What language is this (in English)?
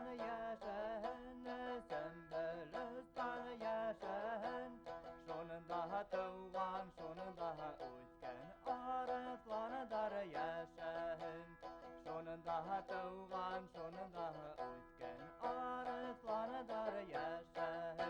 Bashkir